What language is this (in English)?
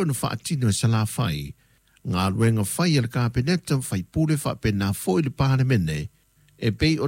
Samoan